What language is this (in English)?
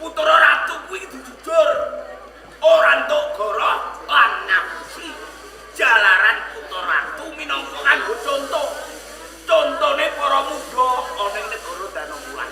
Javanese